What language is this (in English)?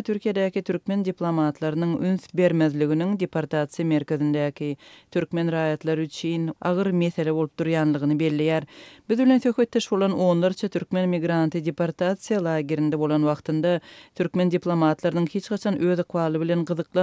Turkmen